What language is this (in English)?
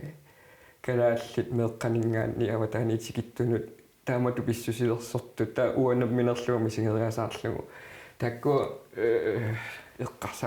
Kalaallisut